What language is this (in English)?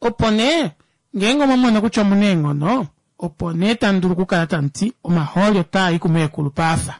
Kuanyama